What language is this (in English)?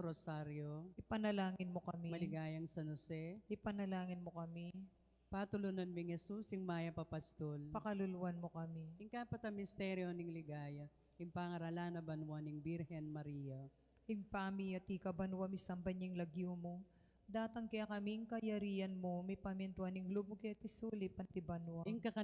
Pampanga